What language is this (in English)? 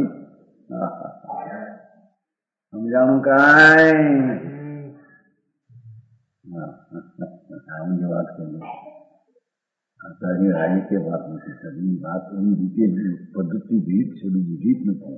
Gujarati